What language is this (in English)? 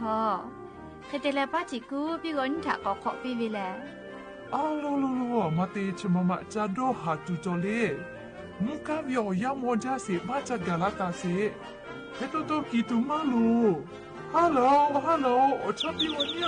Lahu